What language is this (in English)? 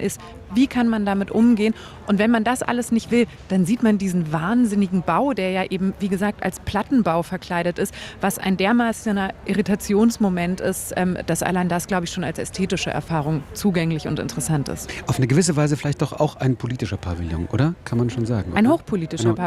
German